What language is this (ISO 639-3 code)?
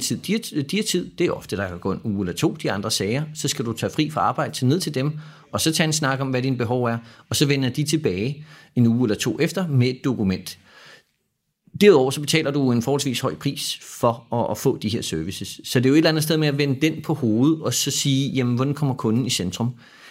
dan